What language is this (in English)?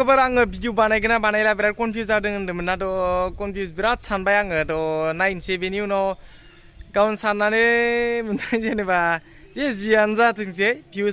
Bodo